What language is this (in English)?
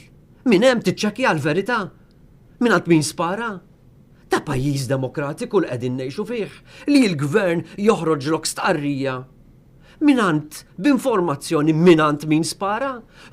Maltese